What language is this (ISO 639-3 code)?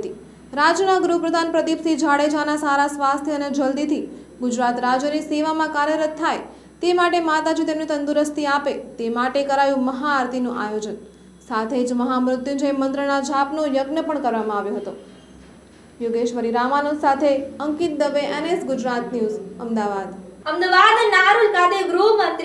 guj